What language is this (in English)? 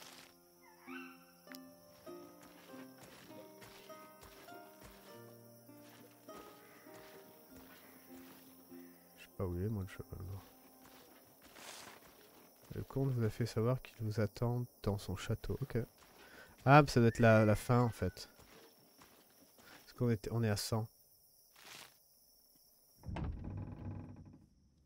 French